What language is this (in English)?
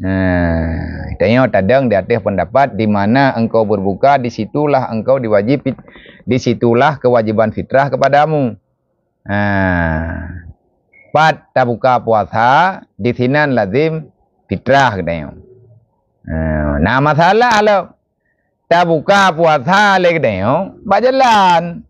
Achinese